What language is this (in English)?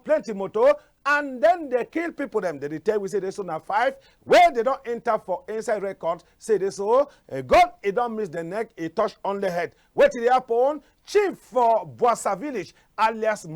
Cameroon Pidgin